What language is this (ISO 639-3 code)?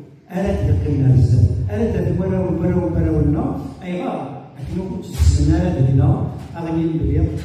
kab